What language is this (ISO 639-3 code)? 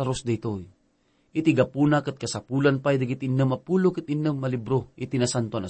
ilo